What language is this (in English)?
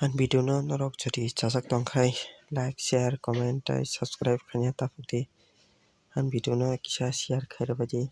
Kok Borok